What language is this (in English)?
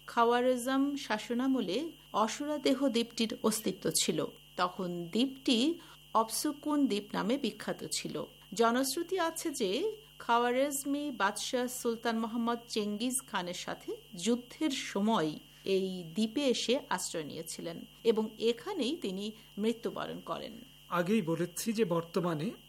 Bangla